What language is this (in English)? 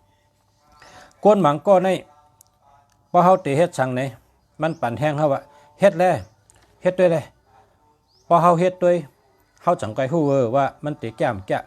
Shan